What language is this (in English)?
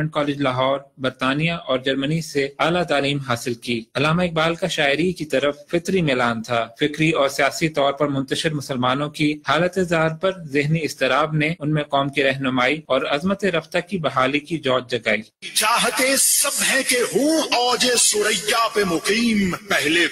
Urdu